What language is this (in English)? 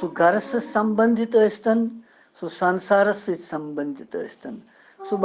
Kashmiri